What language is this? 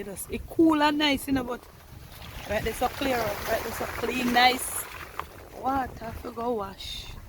Jamaican Creole English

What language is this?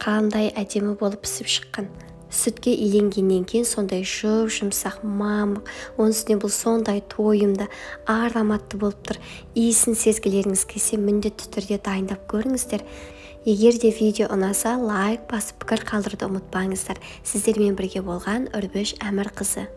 Kazakh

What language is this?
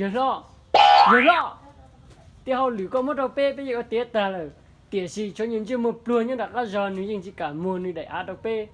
Hmong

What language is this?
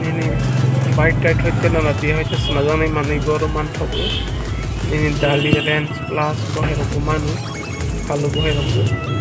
Kok Borok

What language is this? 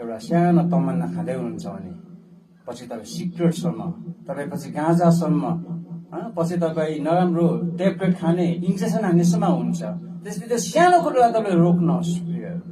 Nepali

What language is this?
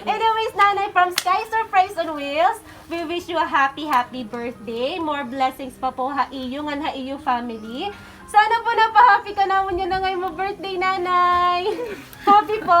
Waray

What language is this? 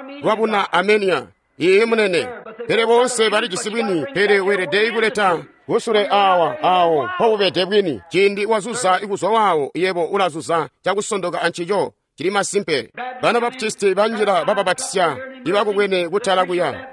Tonga (Zambia)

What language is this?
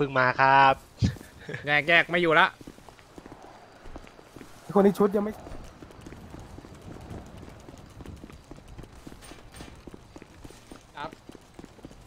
Thai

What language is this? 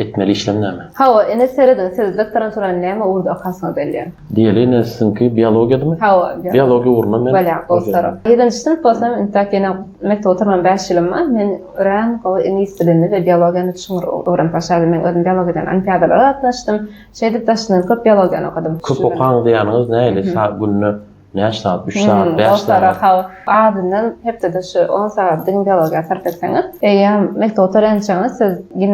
Turkmen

